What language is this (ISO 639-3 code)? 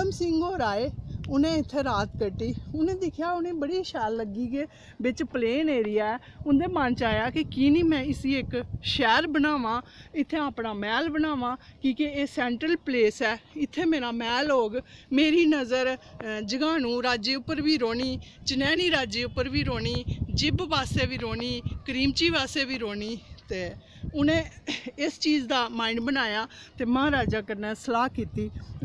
doi